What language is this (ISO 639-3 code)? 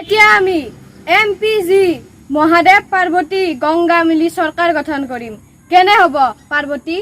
asm